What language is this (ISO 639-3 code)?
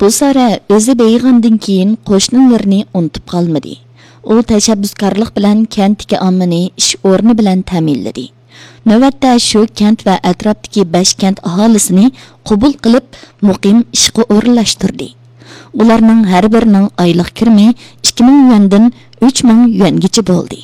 uig